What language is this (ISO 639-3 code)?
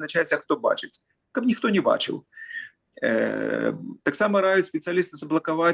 bel